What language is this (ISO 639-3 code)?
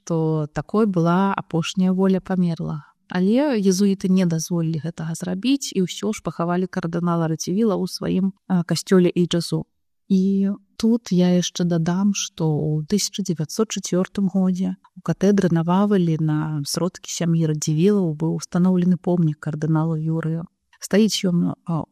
bel